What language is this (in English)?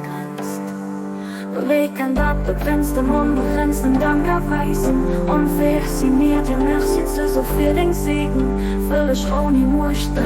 Luxembourgish